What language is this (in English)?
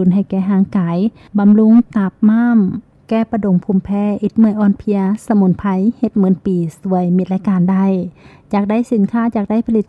Lao